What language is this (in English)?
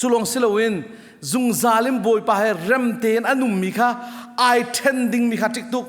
Hakha Chin